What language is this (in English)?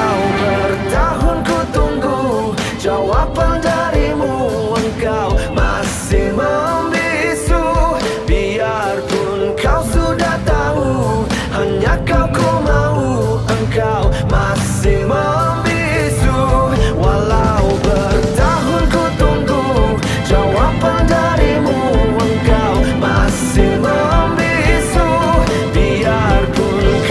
Indonesian